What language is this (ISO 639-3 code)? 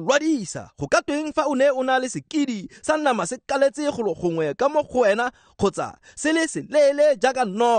tsn